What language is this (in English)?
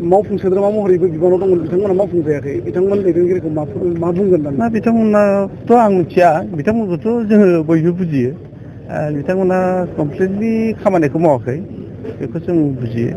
Bodo